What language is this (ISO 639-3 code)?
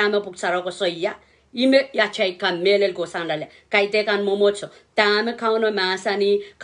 pon